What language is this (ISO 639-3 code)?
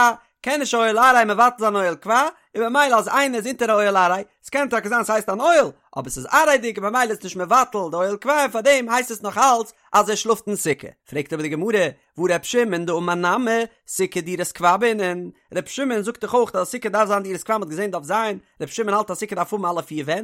yid